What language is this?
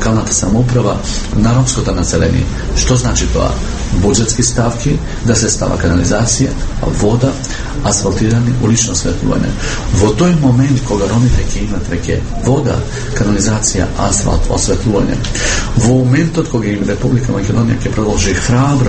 Macedonian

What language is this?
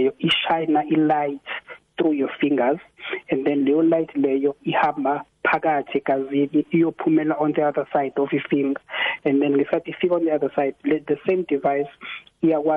South Ndebele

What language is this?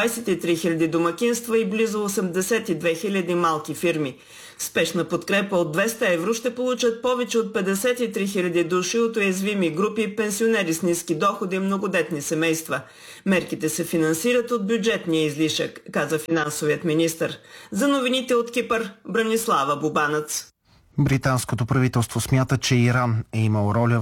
Bulgarian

